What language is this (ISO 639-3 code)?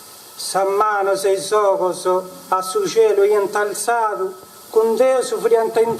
srd